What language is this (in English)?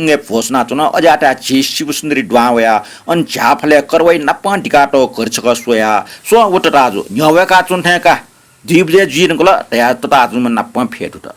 Newari